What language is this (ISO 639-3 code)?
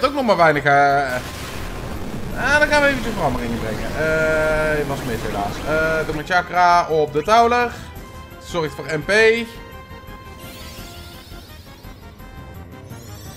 nld